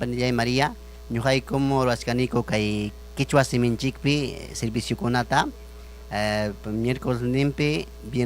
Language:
Ayacucho Quechua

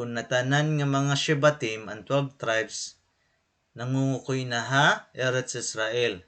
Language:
Waray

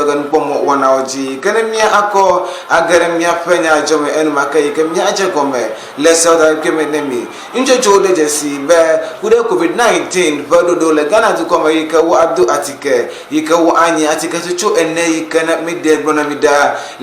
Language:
Ewe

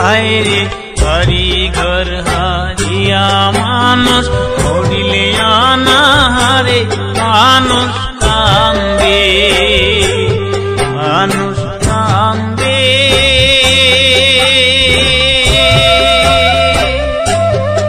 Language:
Bangla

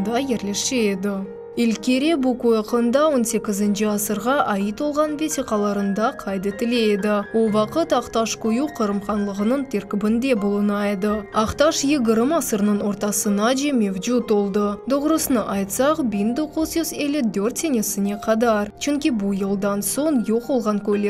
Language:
Crimean Tatar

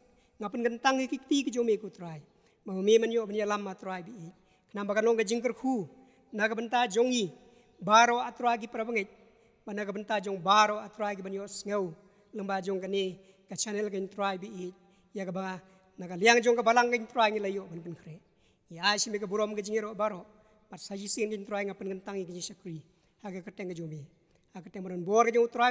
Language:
Khasi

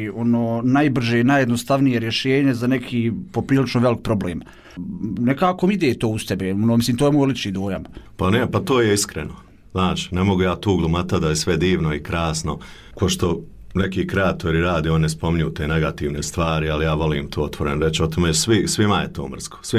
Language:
Bosnian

